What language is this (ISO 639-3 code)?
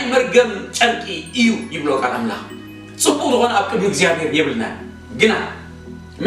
tir